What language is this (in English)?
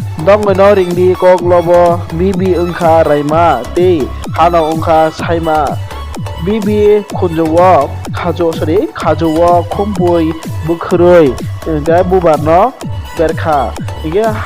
Kok Borok